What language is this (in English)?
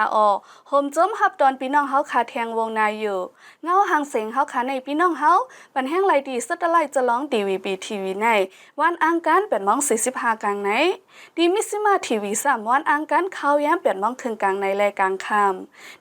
Shan